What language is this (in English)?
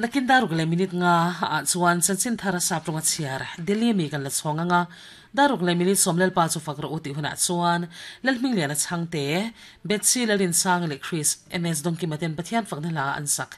Mizo